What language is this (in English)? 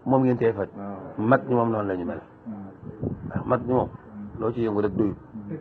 Wolof